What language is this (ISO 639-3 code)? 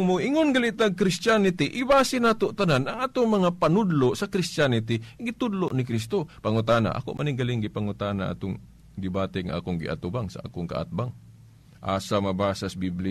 ceb